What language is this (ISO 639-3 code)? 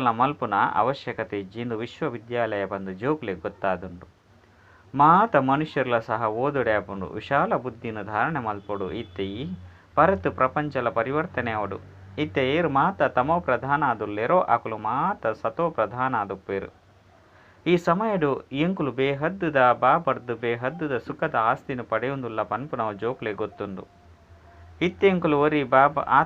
tcy